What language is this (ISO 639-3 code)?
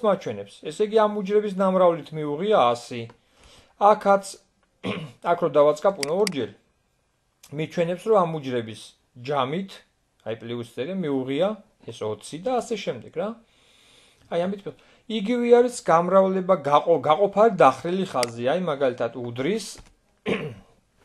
kat